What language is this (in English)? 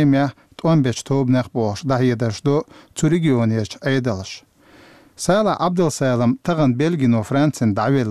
Chechen